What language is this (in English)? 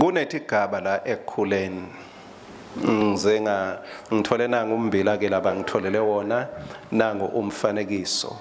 Swati